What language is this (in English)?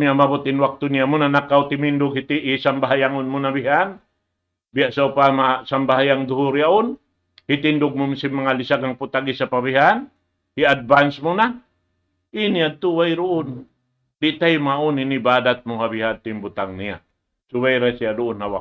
Tausug